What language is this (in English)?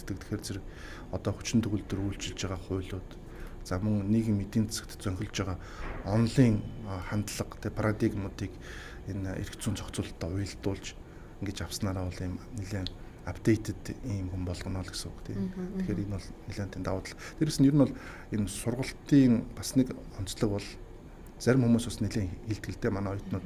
Mongolian